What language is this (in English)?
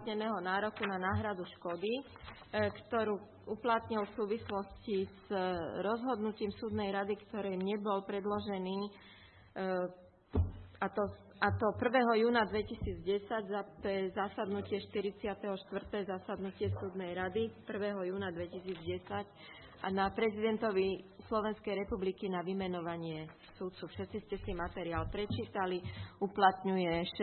Slovak